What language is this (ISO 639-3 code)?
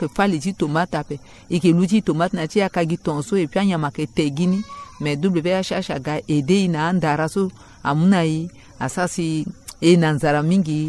sag